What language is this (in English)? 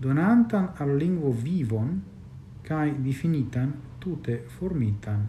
Esperanto